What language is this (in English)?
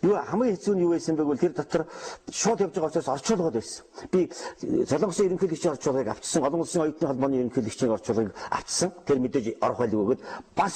Mongolian